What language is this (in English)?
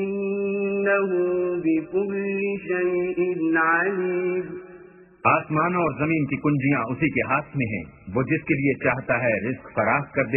Urdu